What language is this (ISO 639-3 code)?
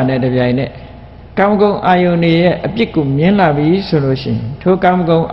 mya